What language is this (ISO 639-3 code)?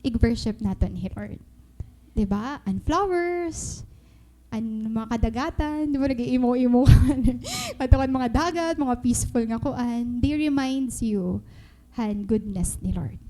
war